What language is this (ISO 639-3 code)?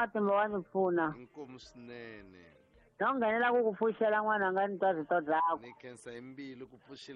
tso